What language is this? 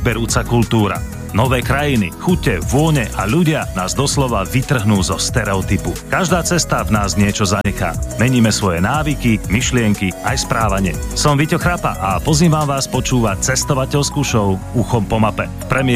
Slovak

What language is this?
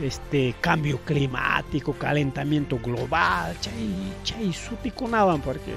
Ayacucho Quechua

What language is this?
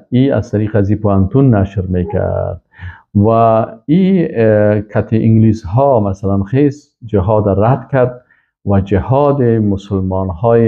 Persian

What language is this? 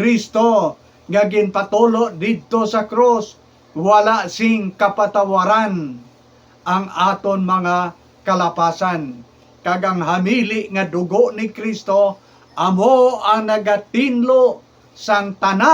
Hiligaynon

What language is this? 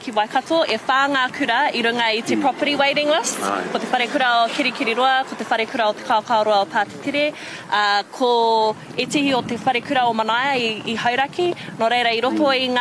Māori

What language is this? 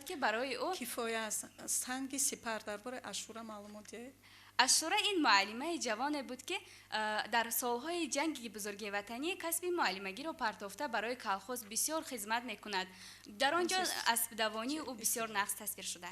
Tajik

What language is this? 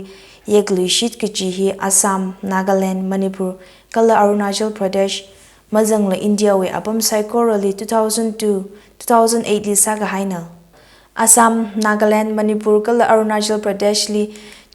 Tangkhul Naga (India)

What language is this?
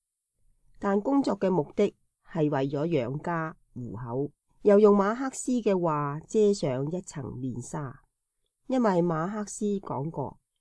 Cantonese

